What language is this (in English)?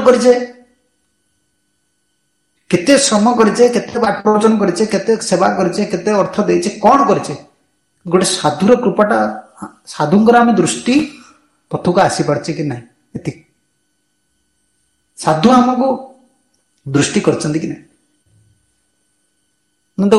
Odia